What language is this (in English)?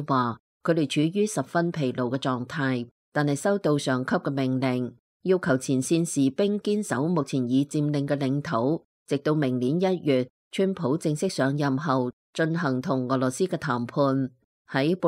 Cantonese